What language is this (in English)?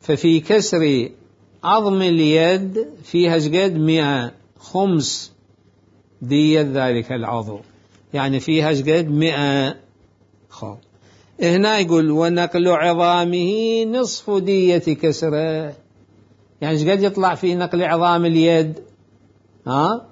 Mesopotamian Arabic